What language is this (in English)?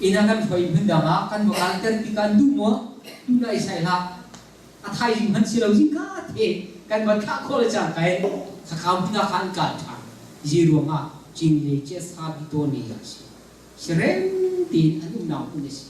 Hakha Chin